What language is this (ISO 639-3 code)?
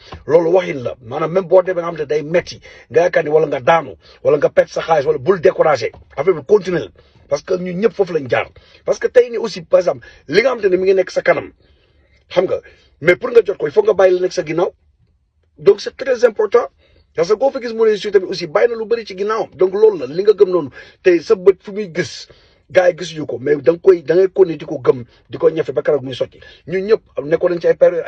wol